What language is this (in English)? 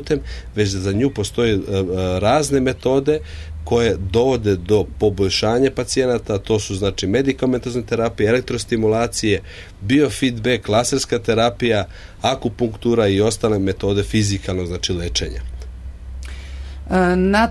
Serbian